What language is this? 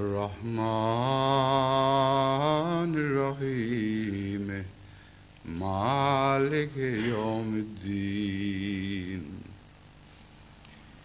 Urdu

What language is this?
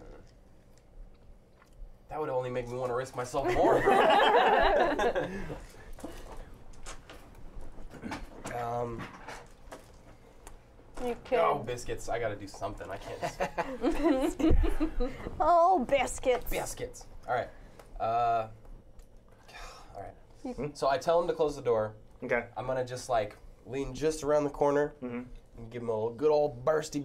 English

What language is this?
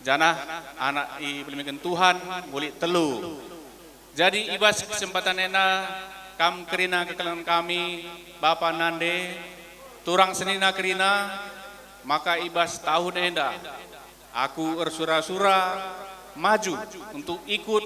Batak Karo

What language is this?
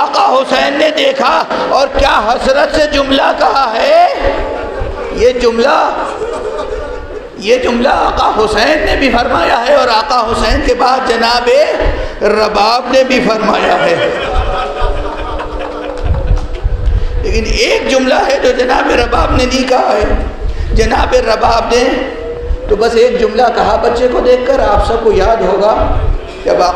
Urdu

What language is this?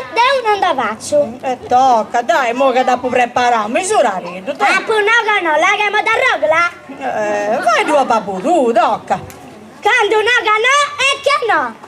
Sardinian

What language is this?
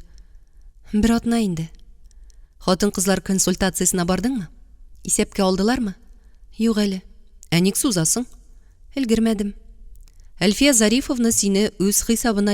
Tatar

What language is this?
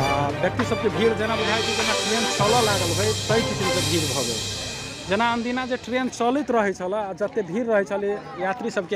Maithili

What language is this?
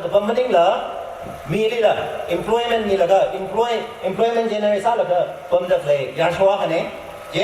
Tangkhul Naga (India)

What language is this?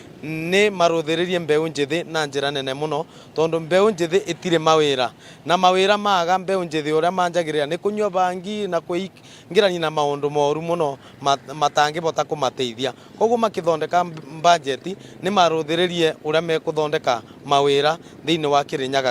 Kikuyu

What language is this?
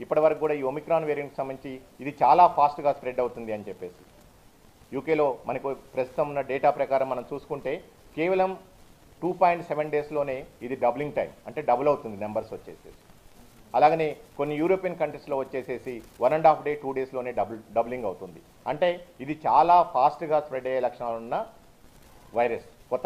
Telugu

